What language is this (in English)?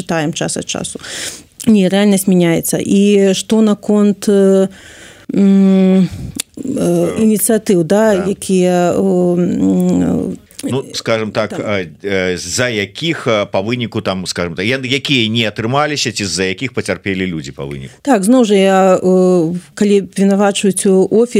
Belarusian